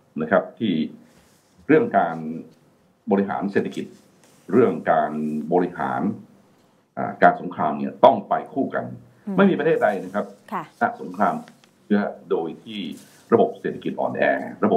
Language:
Thai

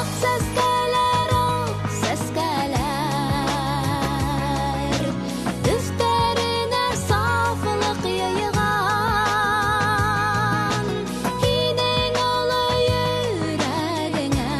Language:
Bashkir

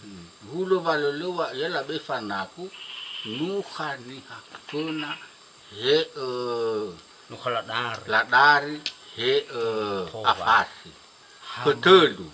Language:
Nias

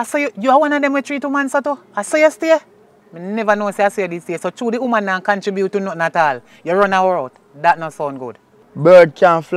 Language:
Jamaican Creole English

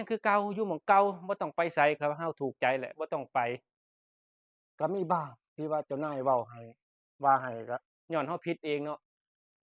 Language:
Lao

